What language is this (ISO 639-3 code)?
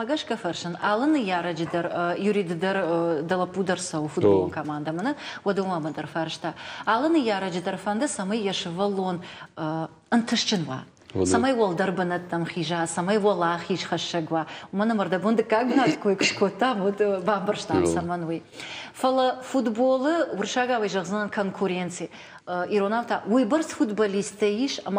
oss